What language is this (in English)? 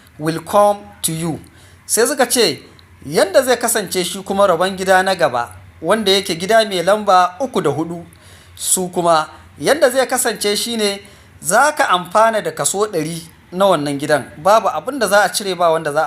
Hausa